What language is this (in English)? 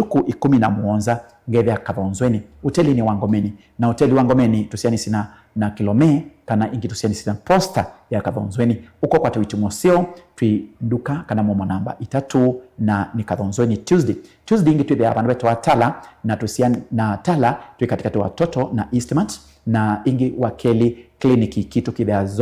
Kamba